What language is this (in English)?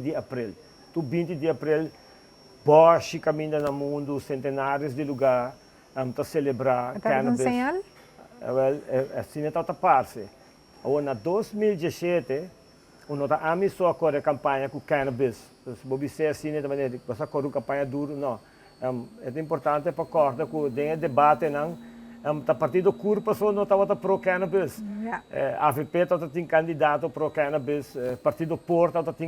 Papiamento